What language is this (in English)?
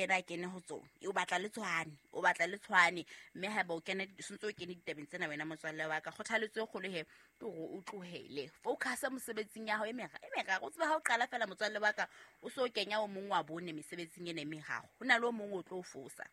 Southern Sotho